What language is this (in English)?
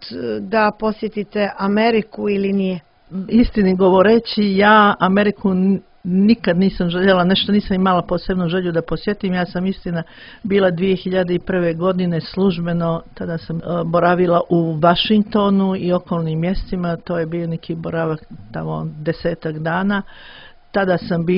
Croatian